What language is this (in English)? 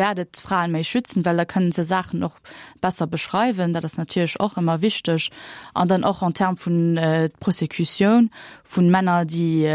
Luxembourgish